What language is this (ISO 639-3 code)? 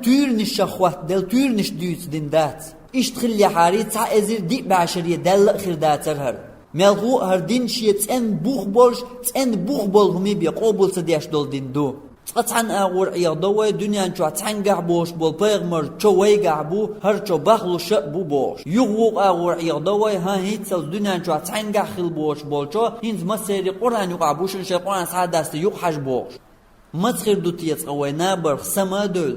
che